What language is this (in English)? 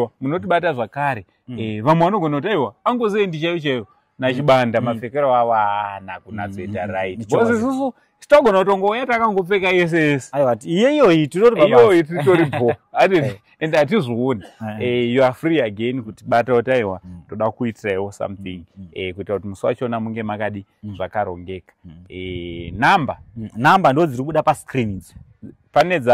Shona